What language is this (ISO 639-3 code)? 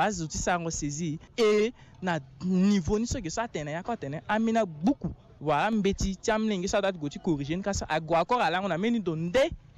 sag